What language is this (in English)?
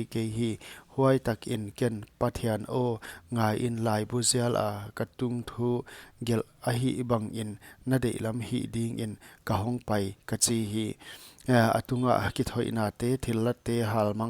Paite Chin